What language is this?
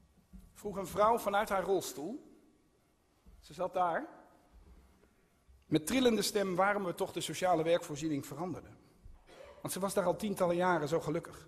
Dutch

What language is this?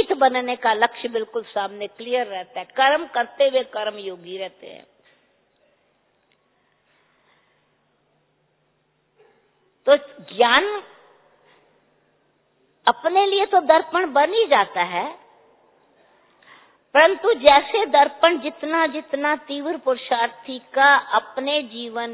Hindi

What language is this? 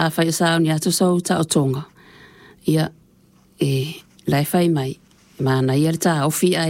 Samoan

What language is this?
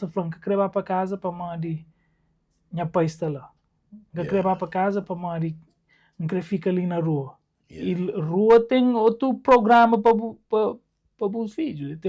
Kabuverdianu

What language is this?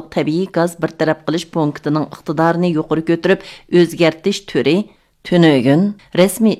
Uyghur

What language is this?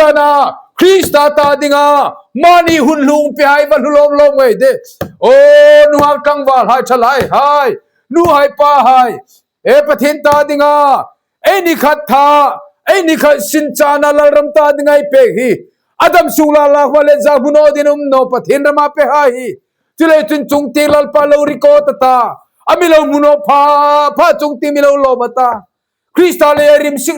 Hmar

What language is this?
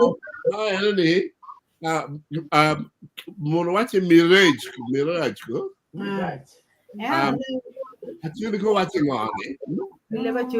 Acoli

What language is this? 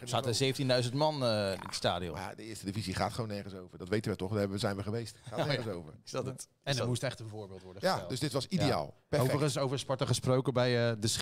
Dutch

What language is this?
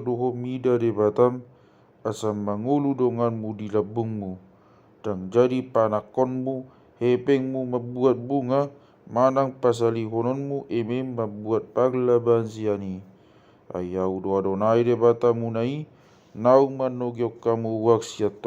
Batak Toba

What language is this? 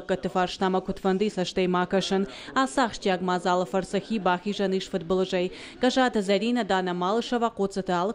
Ossetic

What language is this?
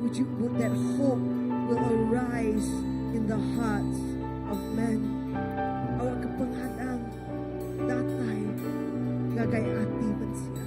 Iban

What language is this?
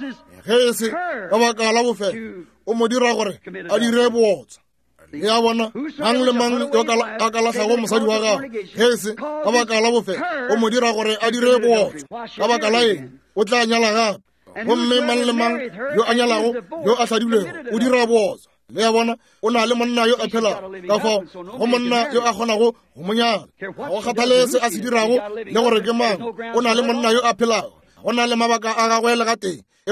Northern Sotho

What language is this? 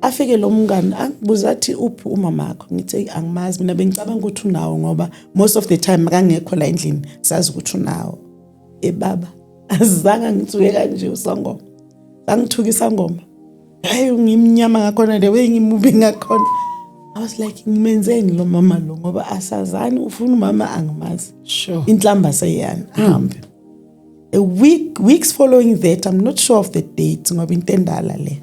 Zulu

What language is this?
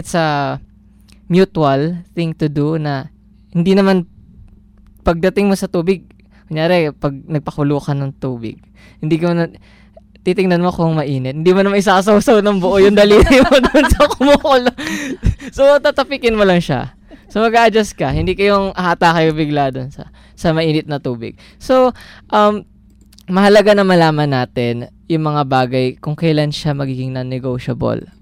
Filipino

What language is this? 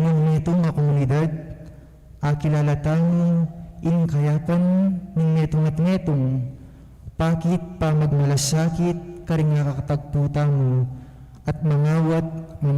Pampanga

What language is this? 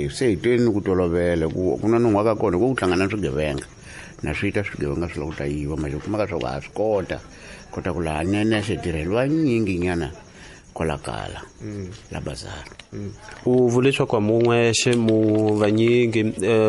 Tsonga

